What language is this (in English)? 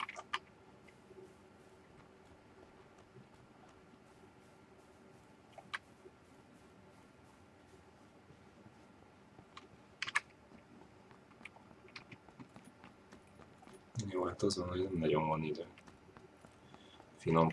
Hungarian